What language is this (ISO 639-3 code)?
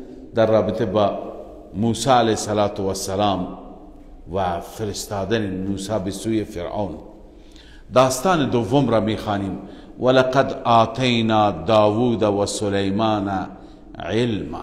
fas